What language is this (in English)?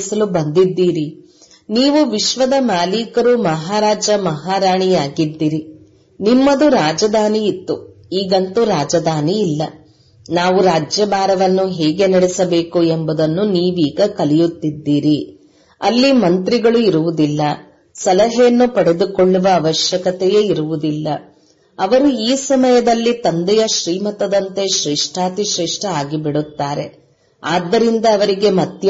Kannada